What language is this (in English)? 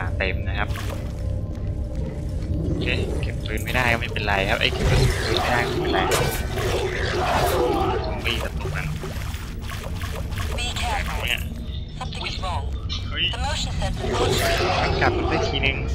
Thai